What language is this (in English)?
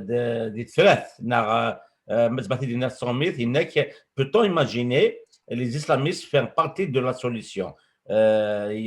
Kabyle